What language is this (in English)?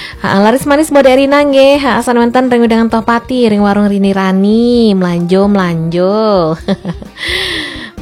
Balinese